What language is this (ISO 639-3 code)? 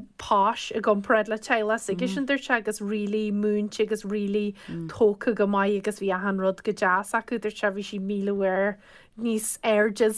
gle